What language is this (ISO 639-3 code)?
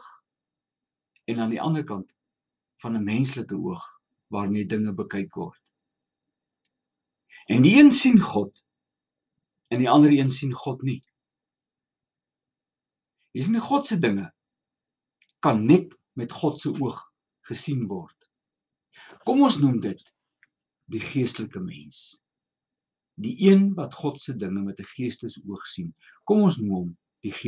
afr